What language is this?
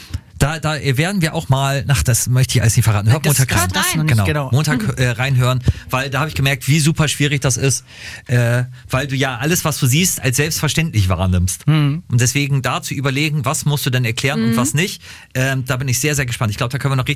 German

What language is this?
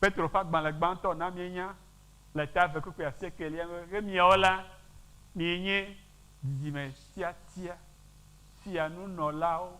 Ewe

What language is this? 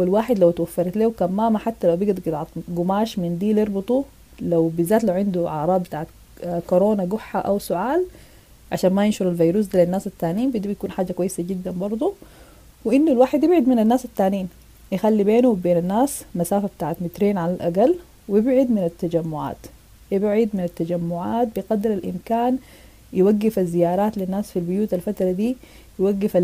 Sudanese Arabic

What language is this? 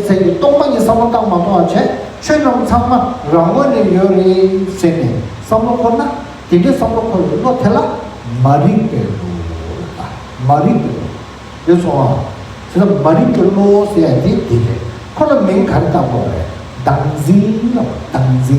Tibetan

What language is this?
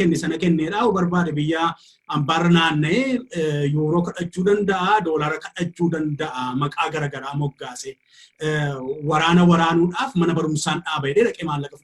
Oromo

